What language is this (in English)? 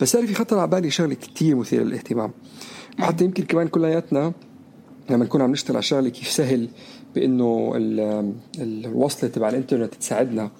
North Levantine Arabic